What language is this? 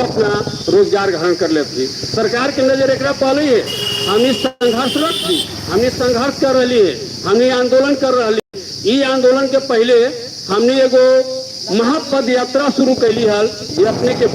Magahi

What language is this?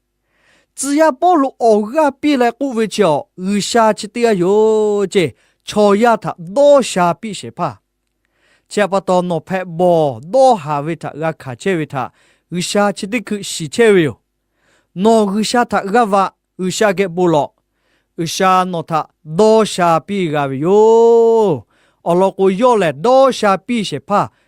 Lahu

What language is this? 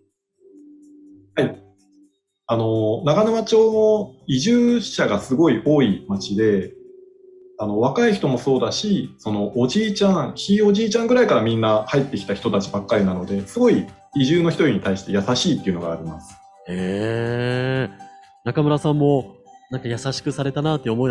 Japanese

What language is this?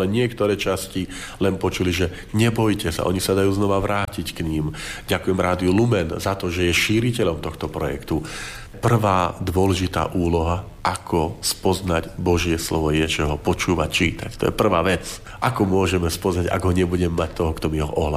Slovak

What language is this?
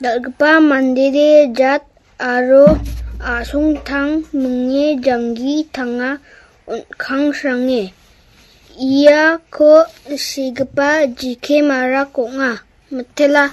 Garo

